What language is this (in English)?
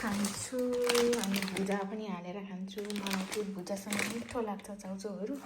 Nepali